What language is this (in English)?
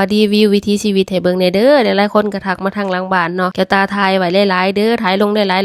Lao